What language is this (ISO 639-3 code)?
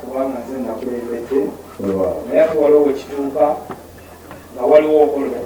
lug